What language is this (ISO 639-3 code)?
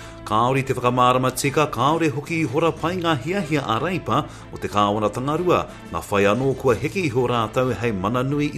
mri